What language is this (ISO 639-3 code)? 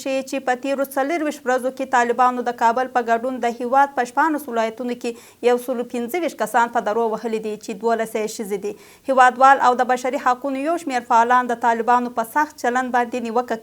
pus